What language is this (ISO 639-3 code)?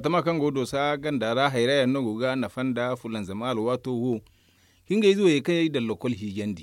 dje